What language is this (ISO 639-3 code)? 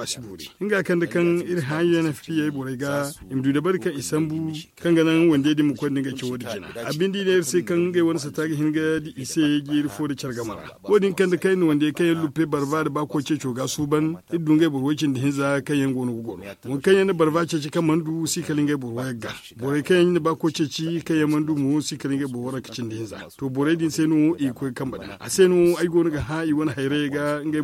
dje